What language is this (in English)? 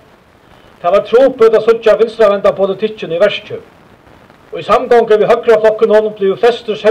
Faroese